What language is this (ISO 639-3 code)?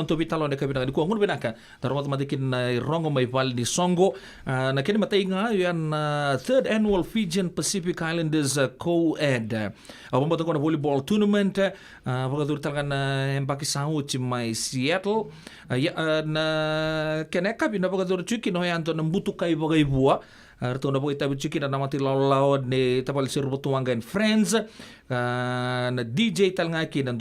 fij